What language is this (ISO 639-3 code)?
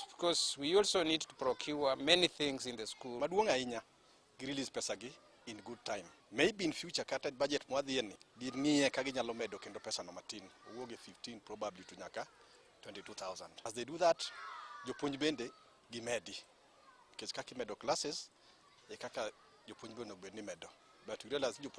luo